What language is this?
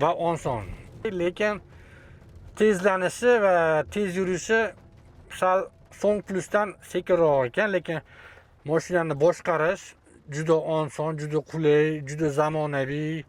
Uzbek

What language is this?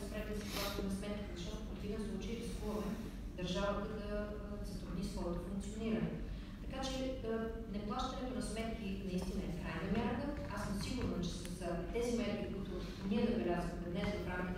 Bulgarian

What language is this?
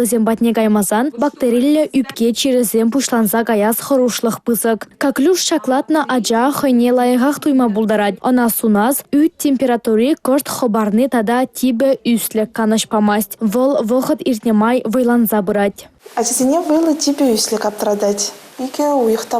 Chuvash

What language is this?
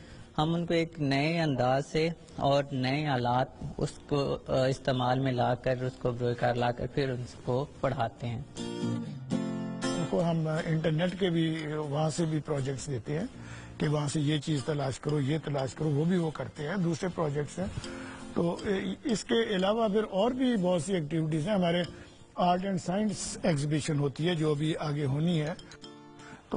Urdu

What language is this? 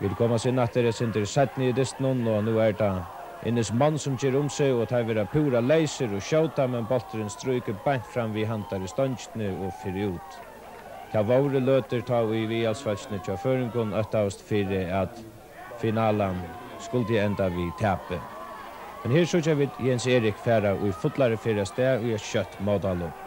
Faroese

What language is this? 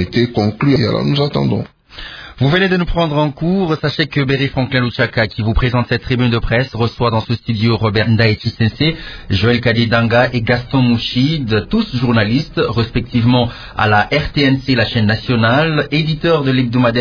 French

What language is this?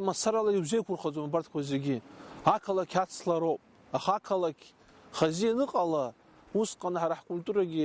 Abkhazian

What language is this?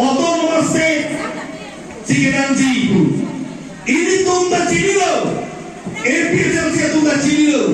Karbi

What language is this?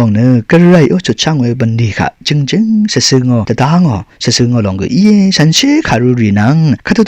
Rawang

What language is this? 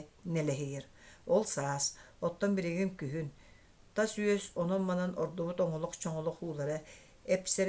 Yakut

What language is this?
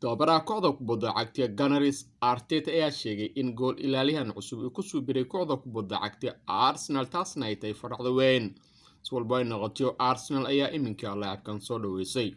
Somali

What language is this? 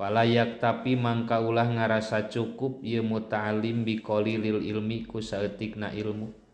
Sundanese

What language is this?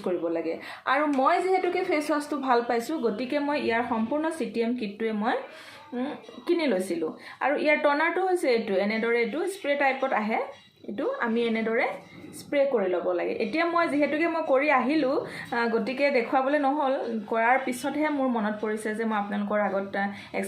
Assamese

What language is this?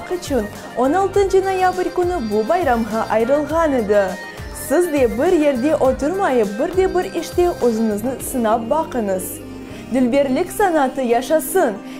Crimean Tatar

